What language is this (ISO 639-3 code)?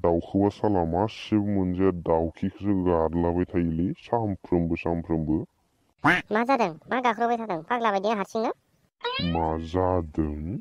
brx